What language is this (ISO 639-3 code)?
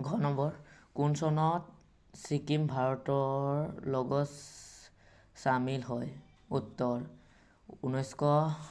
asm